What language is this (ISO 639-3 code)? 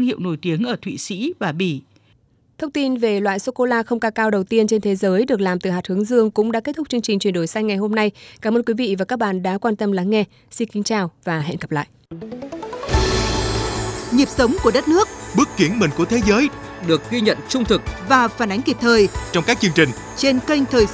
vie